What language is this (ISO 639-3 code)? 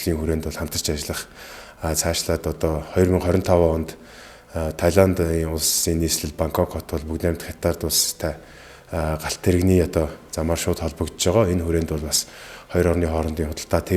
mon